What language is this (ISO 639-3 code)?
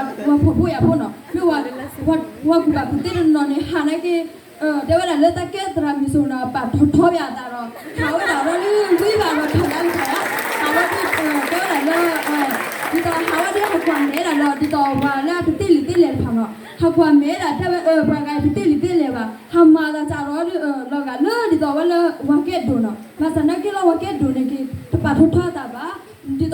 ksw